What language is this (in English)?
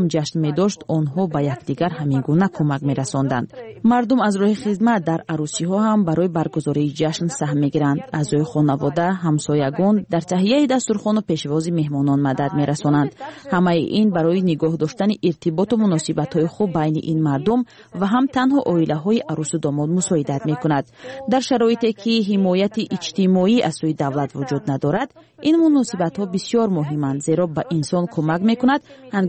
Tajik